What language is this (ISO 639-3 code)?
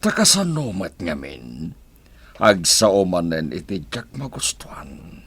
ilo